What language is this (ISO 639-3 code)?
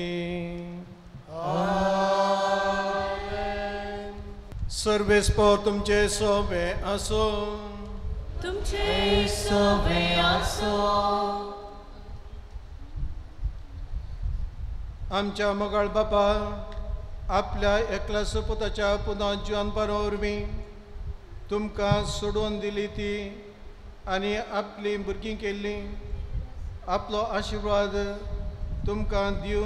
kok